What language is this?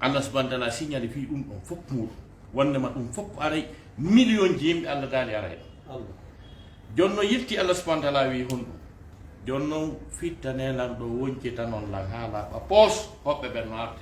Fula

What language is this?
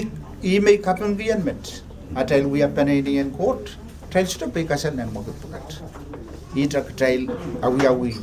Pohnpeian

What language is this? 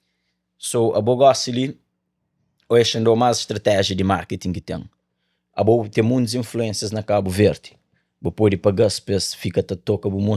Kabuverdianu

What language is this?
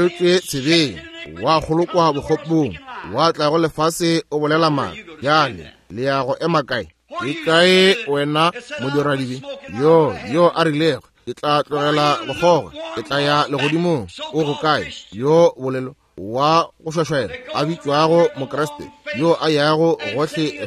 Northern Sotho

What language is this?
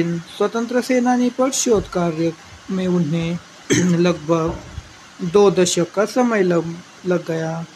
Hindi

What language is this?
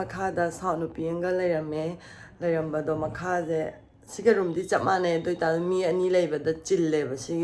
Manipuri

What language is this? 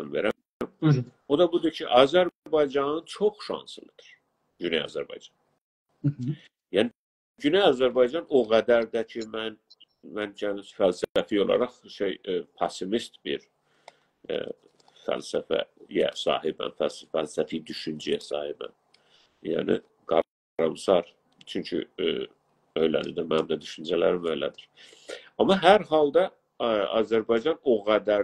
South Azerbaijani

